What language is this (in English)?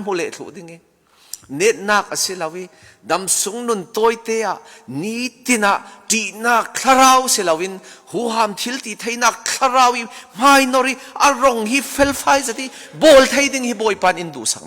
Falam Chin